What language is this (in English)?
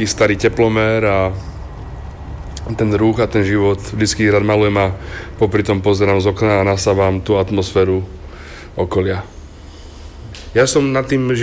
Slovak